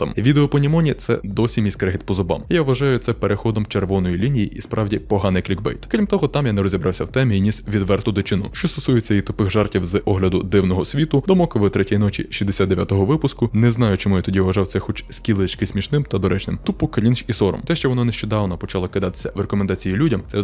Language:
Ukrainian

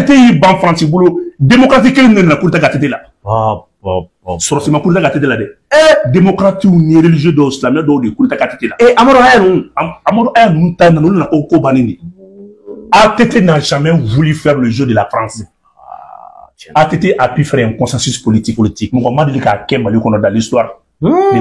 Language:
Bambara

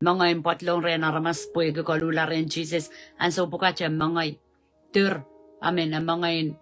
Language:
Pohnpeian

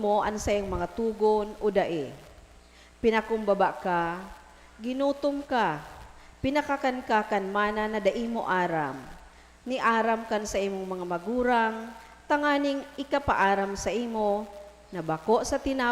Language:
Bikol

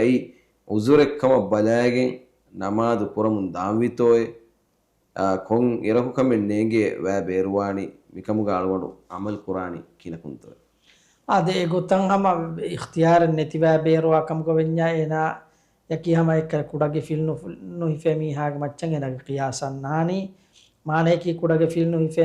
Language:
Divehi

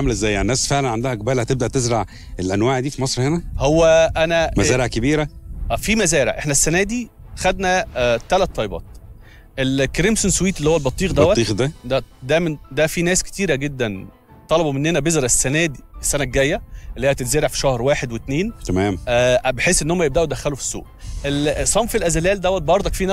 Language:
Egyptian Arabic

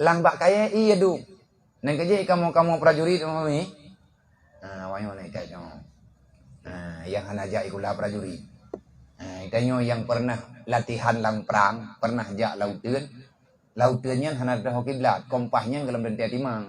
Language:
Achinese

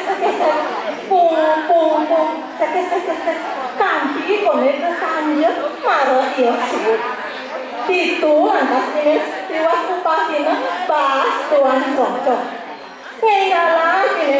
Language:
Balinese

